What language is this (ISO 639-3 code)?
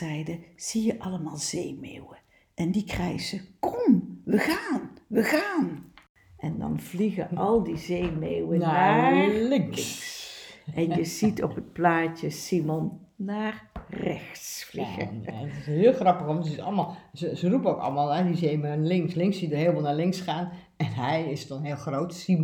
nld